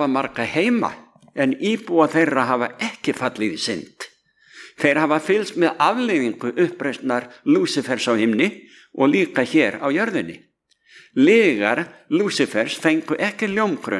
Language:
Icelandic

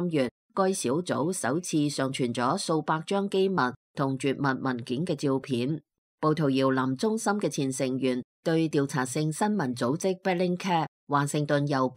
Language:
Cantonese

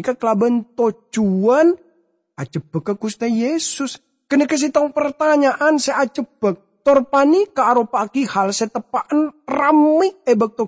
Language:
Madurese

